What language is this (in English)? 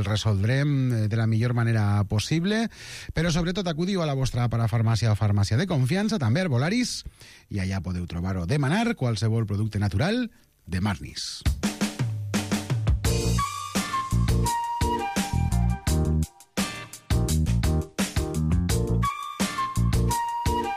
Catalan